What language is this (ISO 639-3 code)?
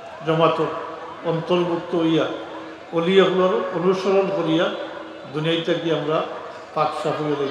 syl